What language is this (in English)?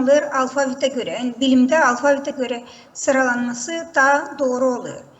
Gagauz